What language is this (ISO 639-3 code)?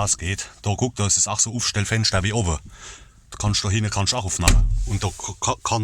pfl